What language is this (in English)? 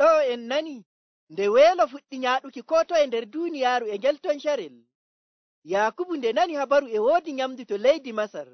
Nigerian Fulfulde